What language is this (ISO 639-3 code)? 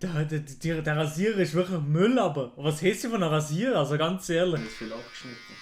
gsw